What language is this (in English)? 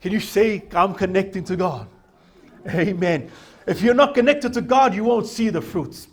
Samoan